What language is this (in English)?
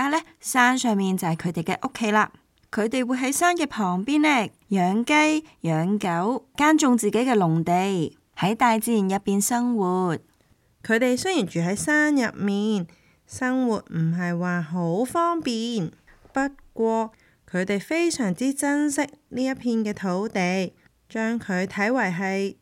Cantonese